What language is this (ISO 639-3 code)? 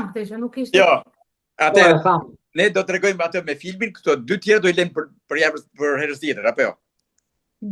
sqi